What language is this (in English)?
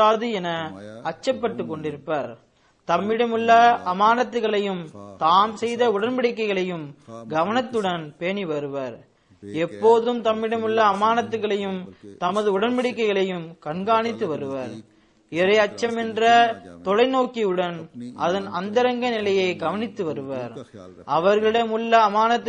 Tamil